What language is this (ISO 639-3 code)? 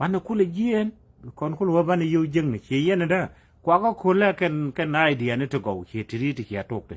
nus